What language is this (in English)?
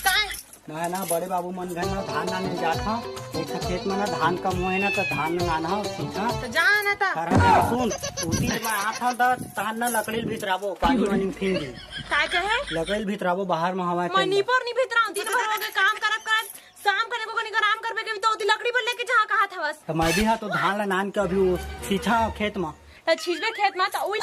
Chhattisgarhi